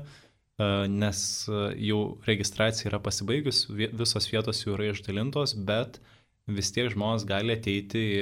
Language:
Lithuanian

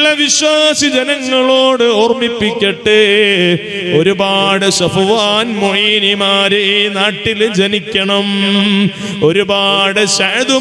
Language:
Malayalam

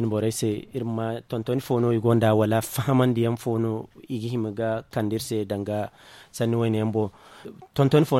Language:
Zarma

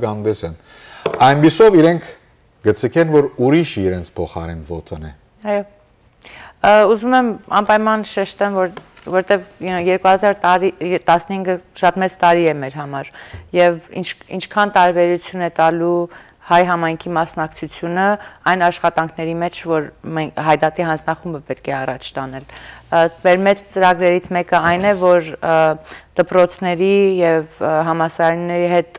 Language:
Western Armenian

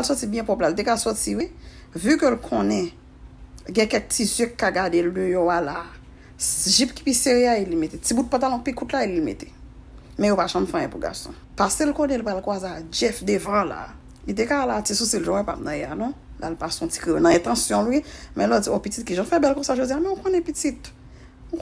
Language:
Haitian Creole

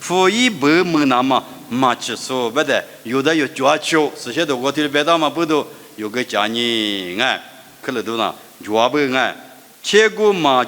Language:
Lisu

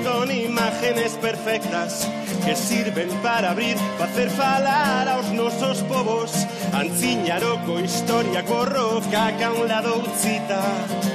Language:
Basque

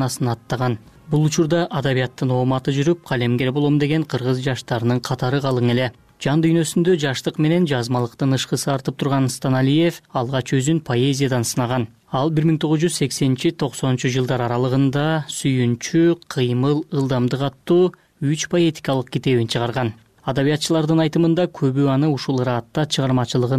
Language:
Kyrgyz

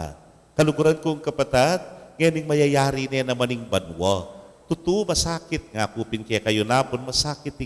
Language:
Pampanga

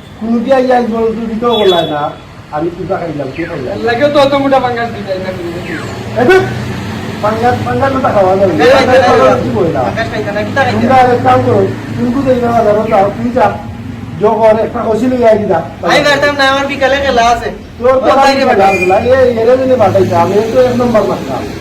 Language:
Sylheti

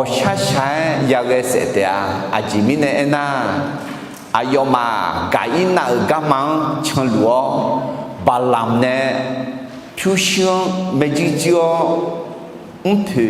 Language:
Akha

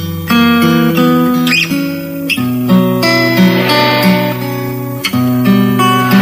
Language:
Indonesian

